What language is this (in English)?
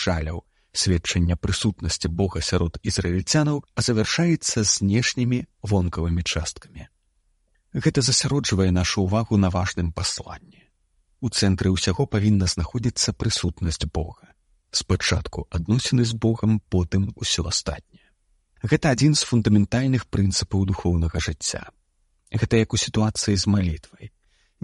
Belarusian